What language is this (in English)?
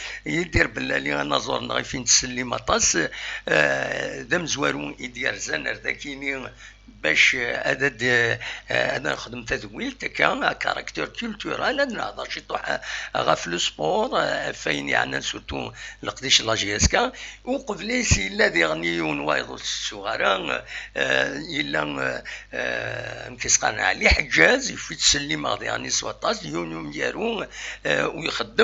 Kabyle